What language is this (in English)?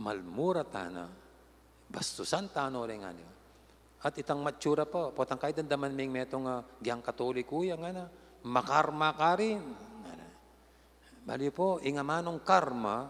Pampanga